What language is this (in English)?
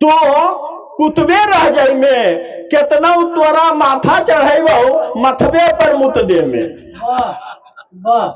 Magahi